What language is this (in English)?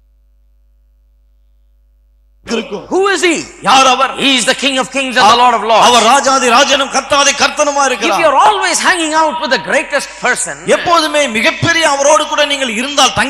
Tamil